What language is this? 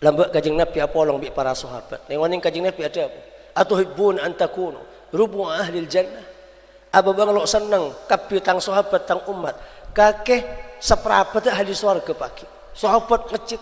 Madurese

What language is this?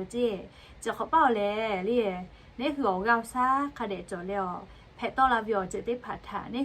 Lahu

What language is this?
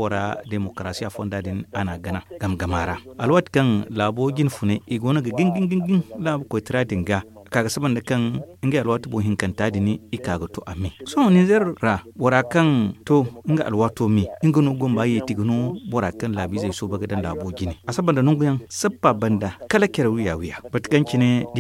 Zarma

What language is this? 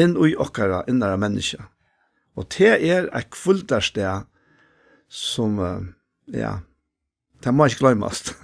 Faroese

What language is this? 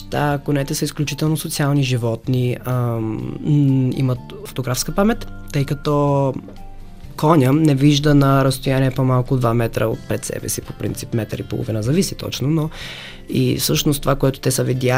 Bulgarian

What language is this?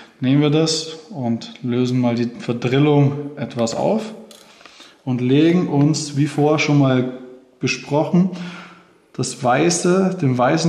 German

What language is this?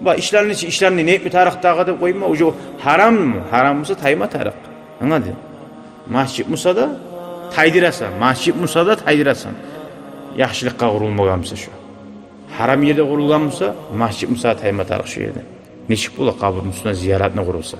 Kumyk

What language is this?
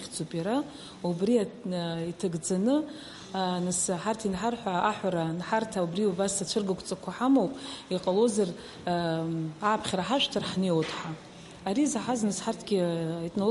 Abkhazian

